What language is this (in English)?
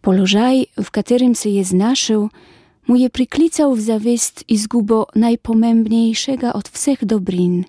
Slovenian